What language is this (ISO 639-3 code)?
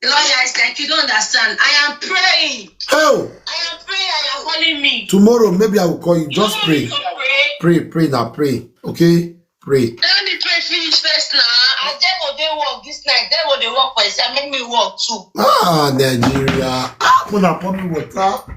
pcm